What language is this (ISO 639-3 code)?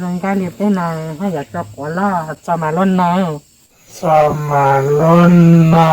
hmn